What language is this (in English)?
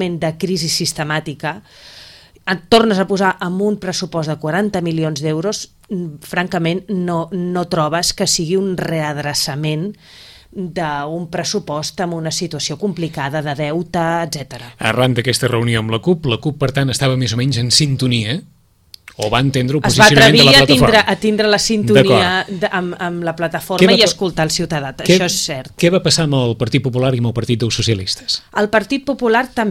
Catalan